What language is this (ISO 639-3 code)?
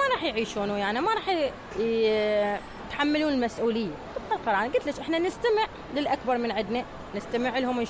acm